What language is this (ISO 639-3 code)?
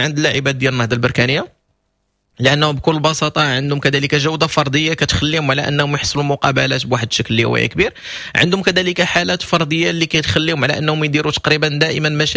ary